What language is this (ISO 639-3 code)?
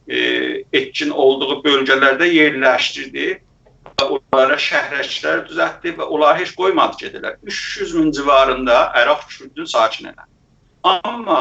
azb